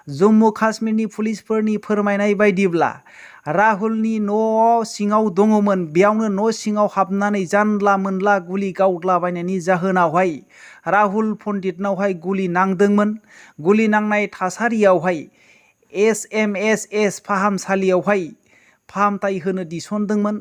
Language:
Bodo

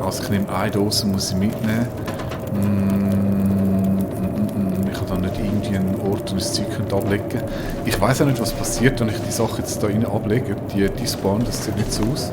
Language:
Swiss German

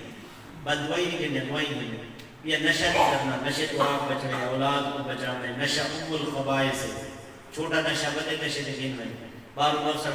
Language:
Saraiki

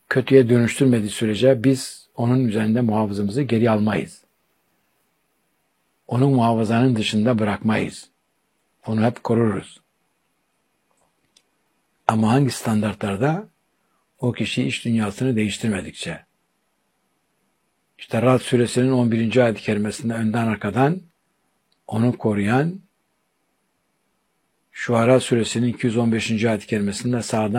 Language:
Turkish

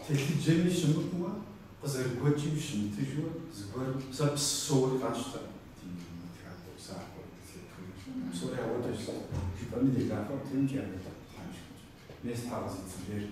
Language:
Kabardian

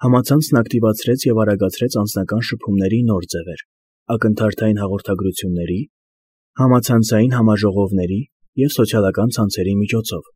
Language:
Armenian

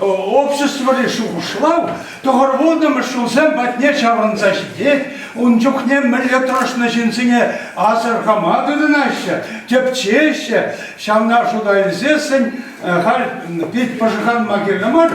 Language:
Chuvash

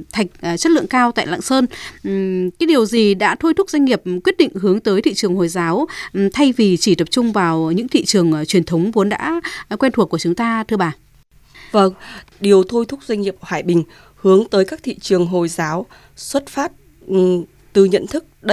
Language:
Vietnamese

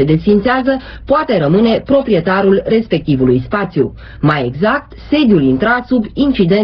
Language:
Romanian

